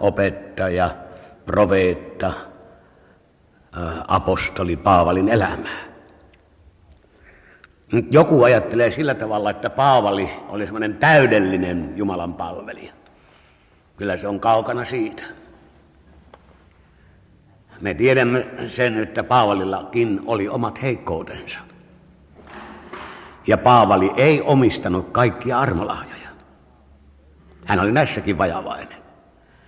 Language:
Finnish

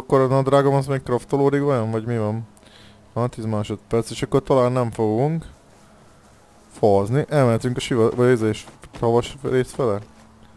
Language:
Hungarian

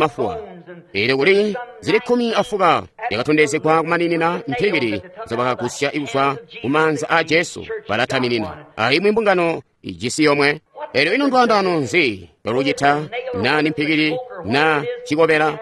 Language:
Tonga (Zambia)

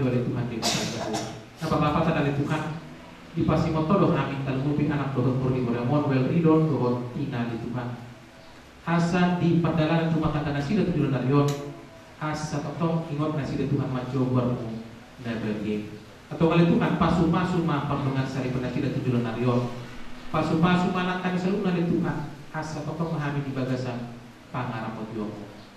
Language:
Batak Toba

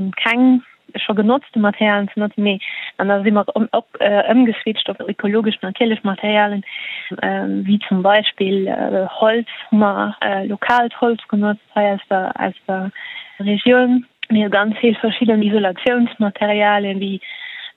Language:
Luxembourgish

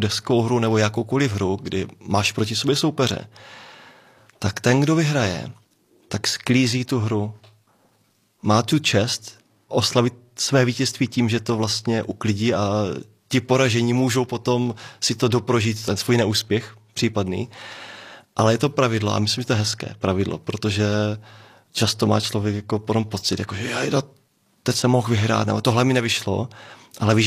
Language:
Czech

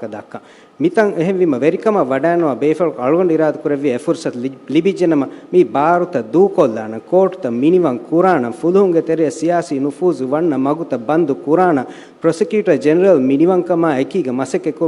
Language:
Divehi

